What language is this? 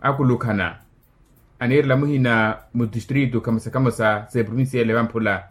Makhuwa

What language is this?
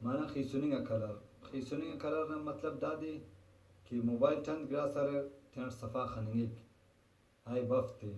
Brahui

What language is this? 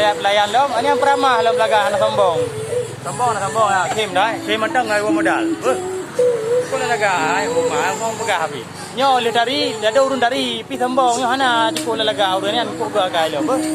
Achinese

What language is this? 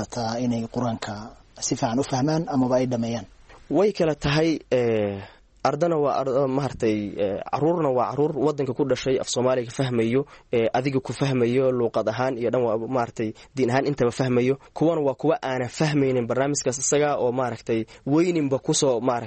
Somali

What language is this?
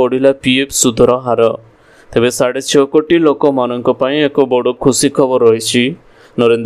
Odia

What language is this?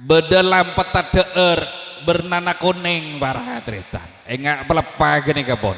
Madurese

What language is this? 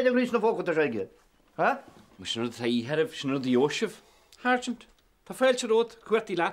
Irish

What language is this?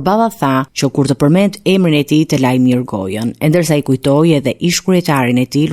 Albanian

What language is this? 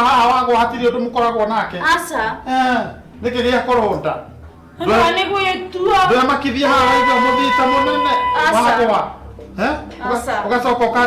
Kikuyu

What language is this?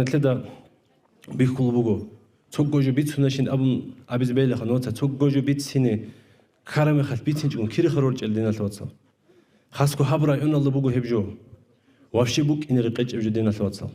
Avaric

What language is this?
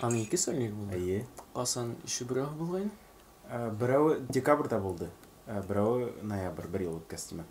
Bashkir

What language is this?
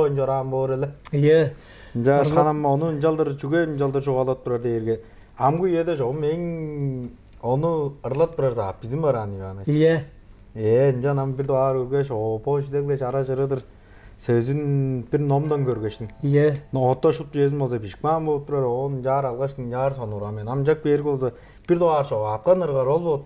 Tuvinian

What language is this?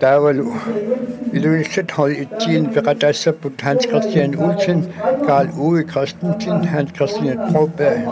Kalaallisut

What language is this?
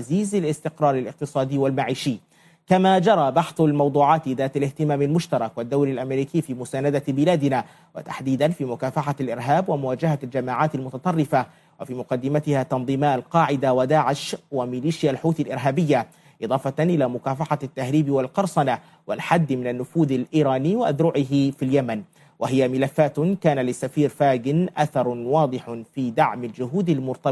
Arabic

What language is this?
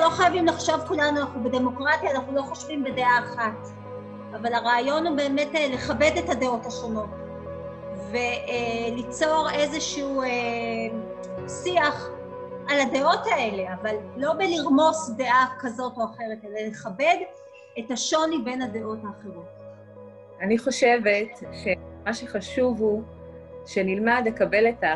Hebrew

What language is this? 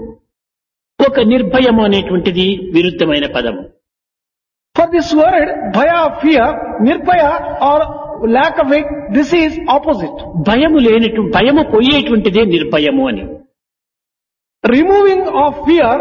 Telugu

